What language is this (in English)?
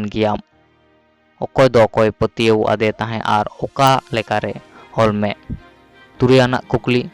Santali